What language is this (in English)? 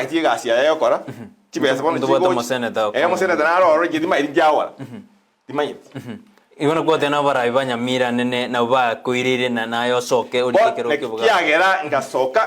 Gusii